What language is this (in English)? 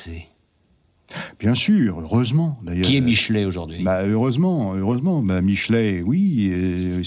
French